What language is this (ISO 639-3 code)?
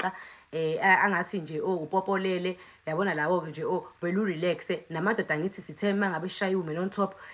zul